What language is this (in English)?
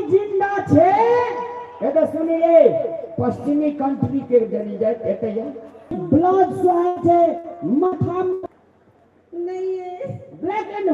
Maithili